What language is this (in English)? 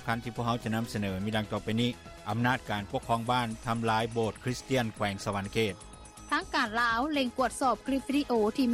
Lao